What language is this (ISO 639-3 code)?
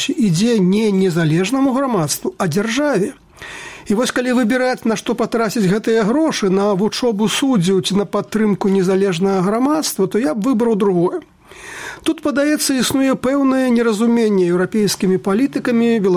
bel